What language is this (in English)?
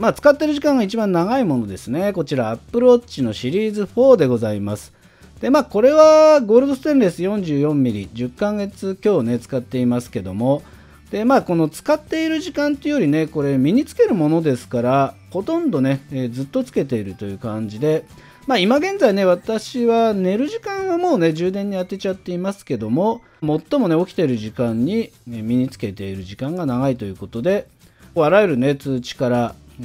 Japanese